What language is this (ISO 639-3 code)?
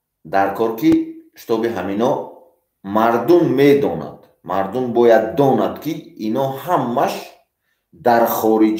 tgk